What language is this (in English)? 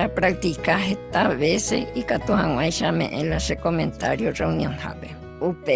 Guarani